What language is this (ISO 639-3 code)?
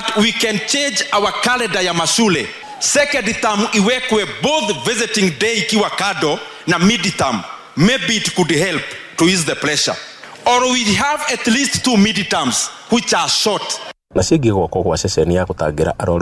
kik